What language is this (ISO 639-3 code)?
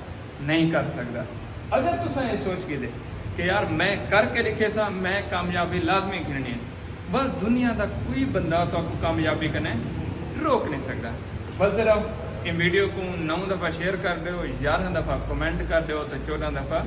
skr